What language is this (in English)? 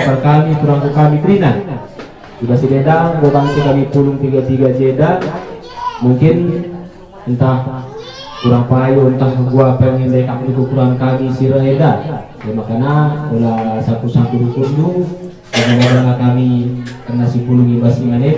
Batak Karo